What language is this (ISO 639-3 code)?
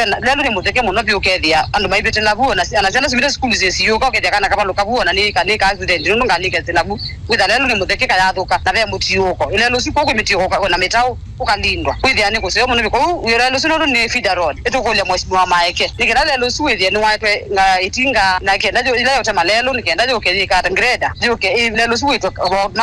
kam